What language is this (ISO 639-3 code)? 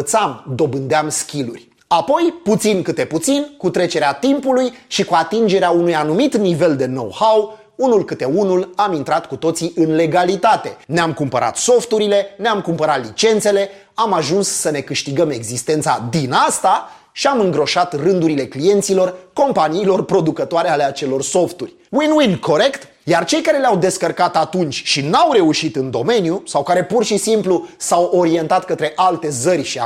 ron